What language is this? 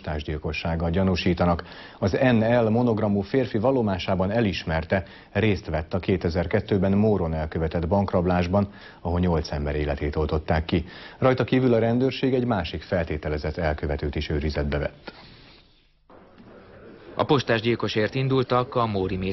Hungarian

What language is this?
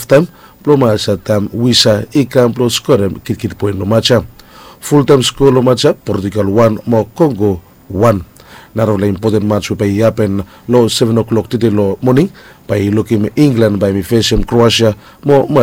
Bislama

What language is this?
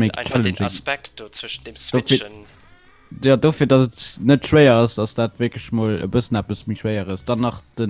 Luxembourgish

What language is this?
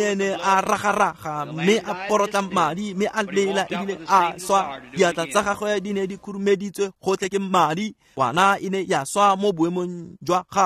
Tswana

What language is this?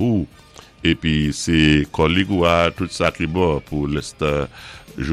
Saint Lucian Creole French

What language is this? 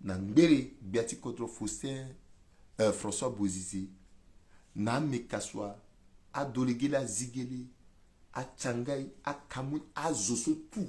Sango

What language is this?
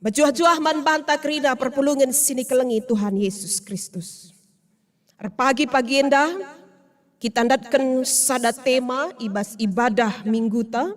Batak Karo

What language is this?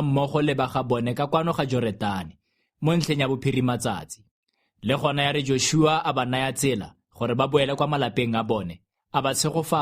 Tswana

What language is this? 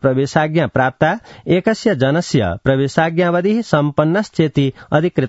Sanskrit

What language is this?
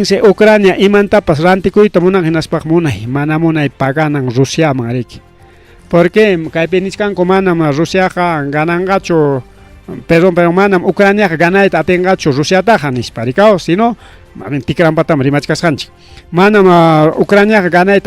Ayacucho Quechua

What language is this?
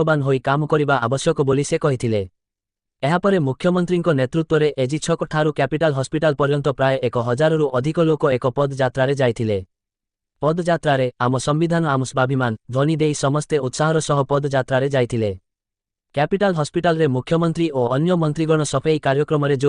Odia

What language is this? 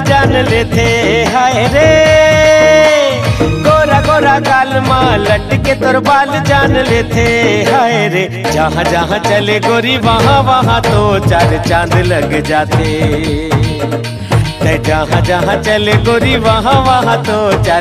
Chhattisgarhi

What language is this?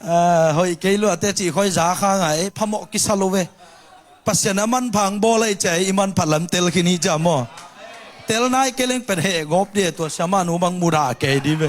Tedim Chin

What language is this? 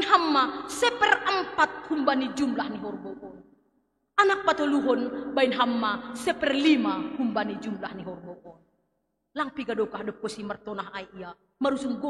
Batak Simalungun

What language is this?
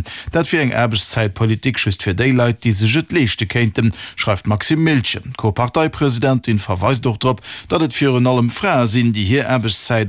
Luxembourgish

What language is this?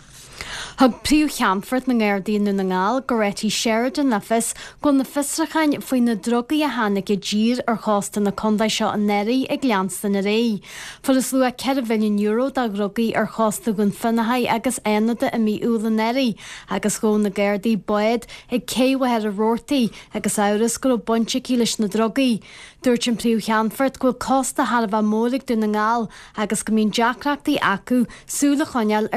Irish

